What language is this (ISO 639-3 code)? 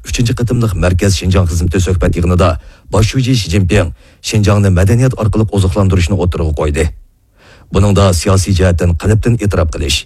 uig